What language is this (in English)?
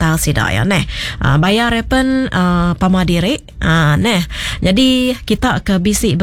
Iban